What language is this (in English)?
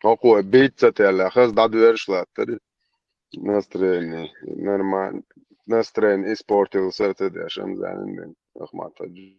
Chechen